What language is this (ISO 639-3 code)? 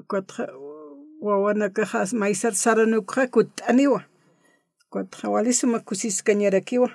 aym